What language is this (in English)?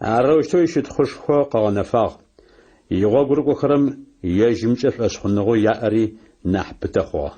Adyghe